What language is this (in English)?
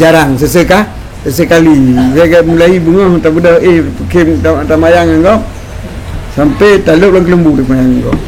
Achinese